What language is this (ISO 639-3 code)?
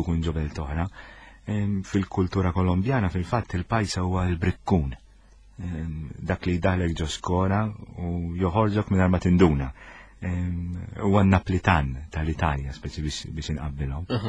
mlt